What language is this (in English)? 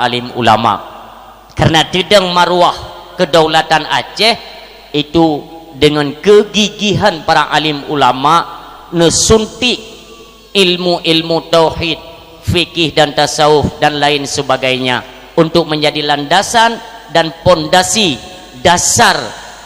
Achinese